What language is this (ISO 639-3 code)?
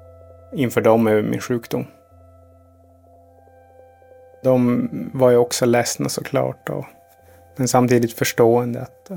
swe